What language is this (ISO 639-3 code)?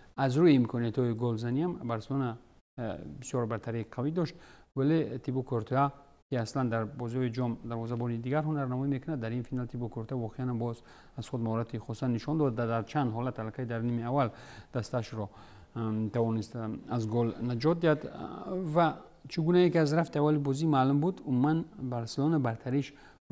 tgk